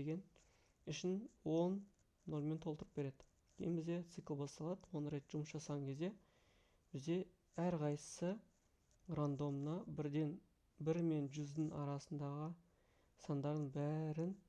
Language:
Kazakh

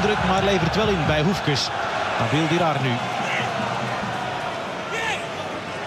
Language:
Dutch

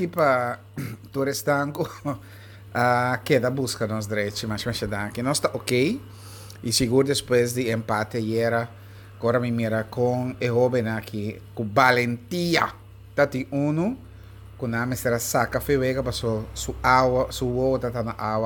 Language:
Papiamento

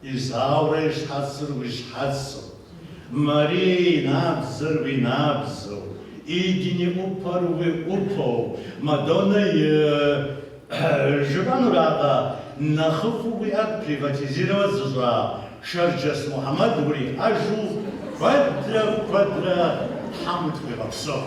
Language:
Kabardian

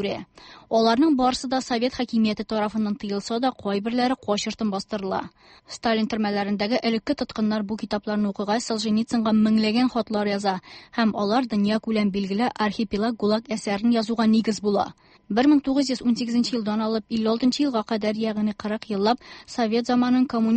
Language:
Tatar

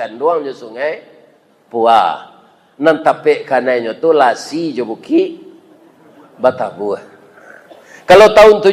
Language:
Minangkabau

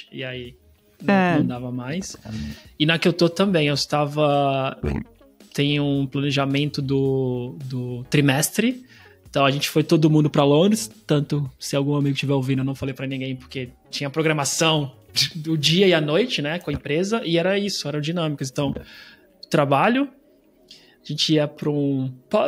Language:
Portuguese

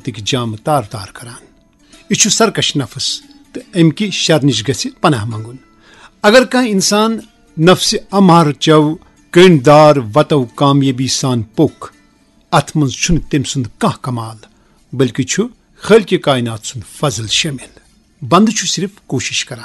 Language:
Kashmiri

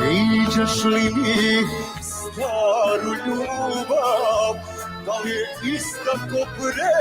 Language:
Balkan Romani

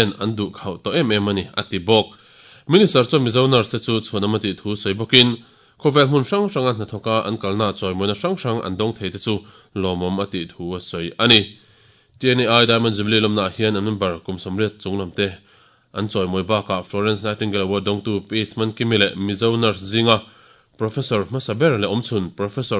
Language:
Mizo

